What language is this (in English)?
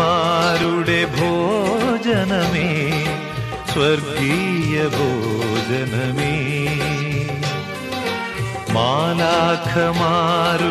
Malayalam